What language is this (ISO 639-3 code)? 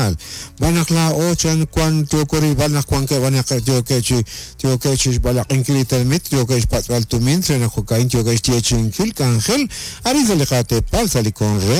kek